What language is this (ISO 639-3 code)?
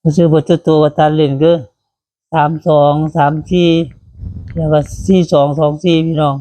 tts